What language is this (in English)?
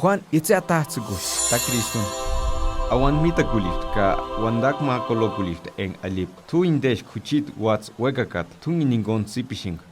Purepecha